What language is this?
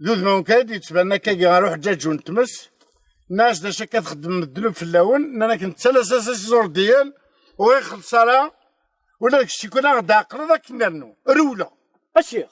Kabyle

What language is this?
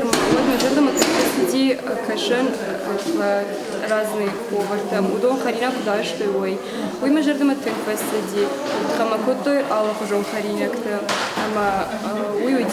Ossetic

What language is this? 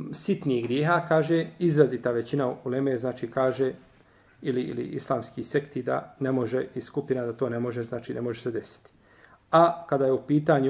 Bosnian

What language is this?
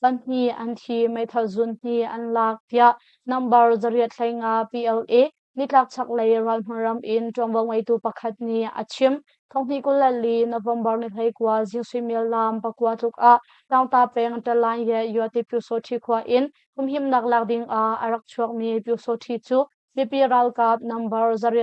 Hakha Chin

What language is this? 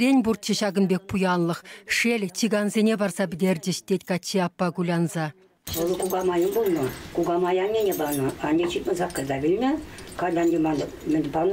Chuvash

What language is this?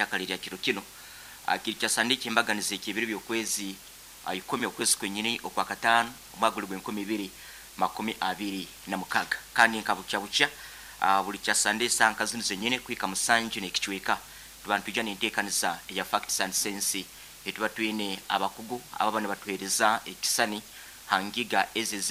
Nyankole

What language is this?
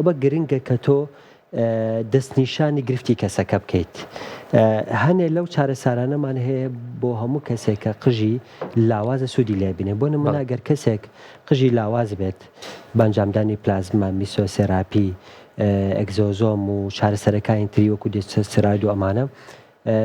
Central Kurdish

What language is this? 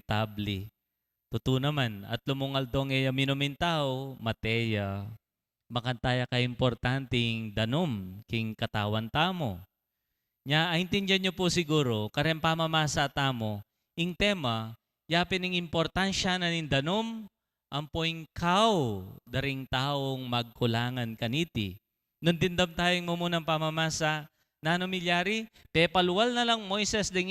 Pampanga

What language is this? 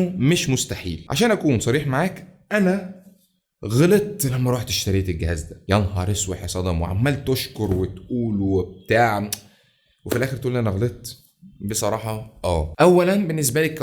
Egyptian Arabic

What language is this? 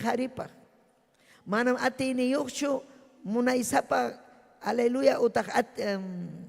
Ayacucho Quechua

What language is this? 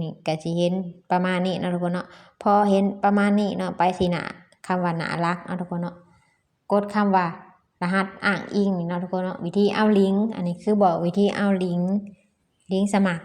Lao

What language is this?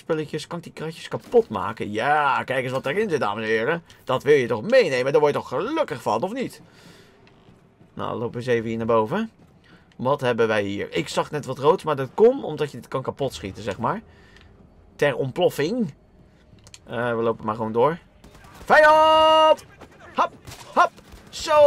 Dutch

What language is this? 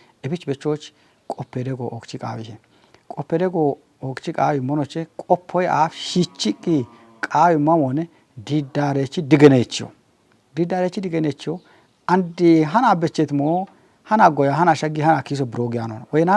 Kafa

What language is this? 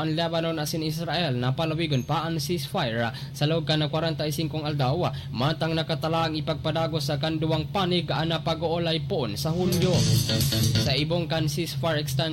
Bikol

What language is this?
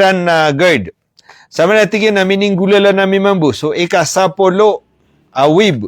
Maranao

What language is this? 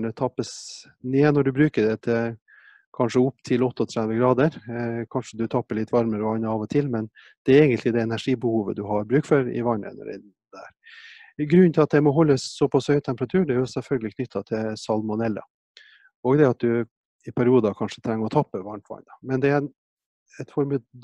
Norwegian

